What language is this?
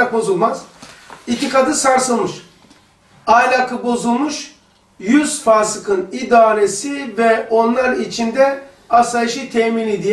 Turkish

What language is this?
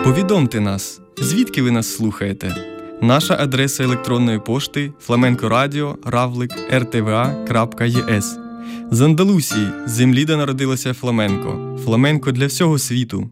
Ukrainian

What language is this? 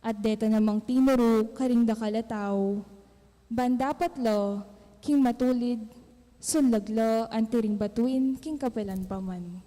Pampanga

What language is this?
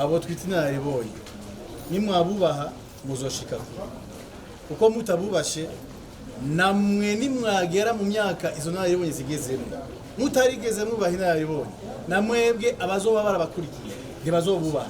Rundi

